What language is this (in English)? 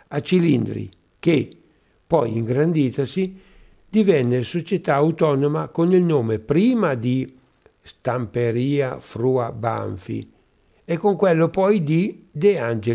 Italian